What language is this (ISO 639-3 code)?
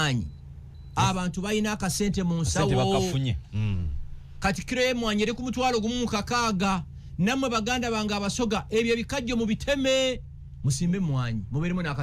lug